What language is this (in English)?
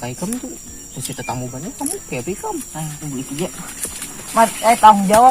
Banjar